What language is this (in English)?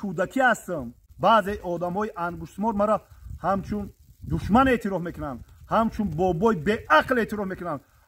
Tajik